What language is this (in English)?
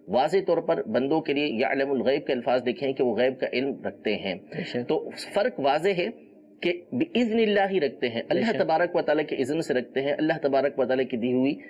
Urdu